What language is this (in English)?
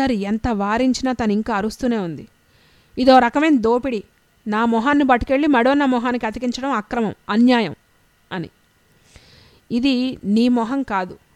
Telugu